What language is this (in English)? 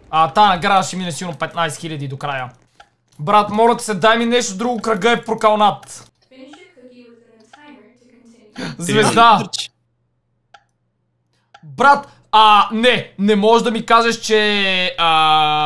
Bulgarian